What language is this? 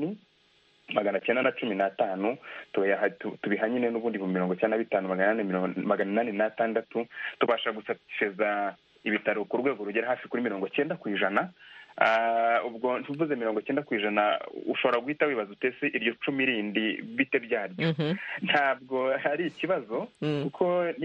Kinyarwanda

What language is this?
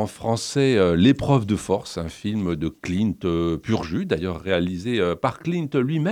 French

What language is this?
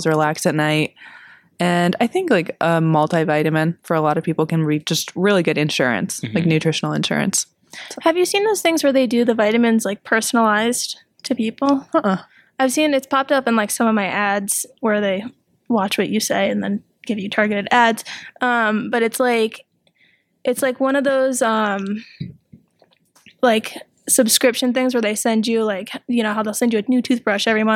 English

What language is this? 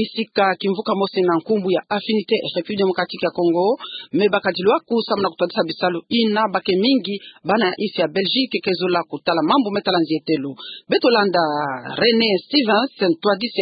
Kituba (Democratic Republic of Congo)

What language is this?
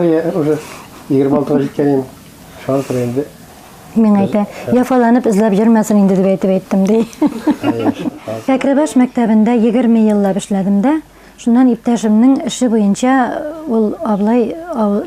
Bashkir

